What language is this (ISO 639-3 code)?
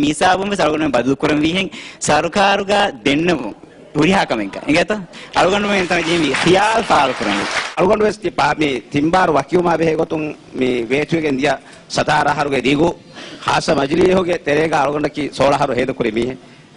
div